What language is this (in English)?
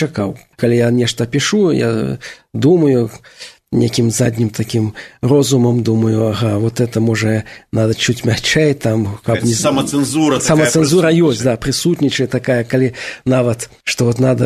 Belarusian